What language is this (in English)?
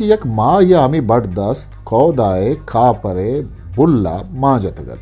Eastern Balochi